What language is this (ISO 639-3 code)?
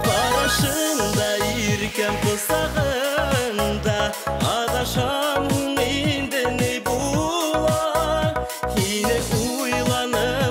bak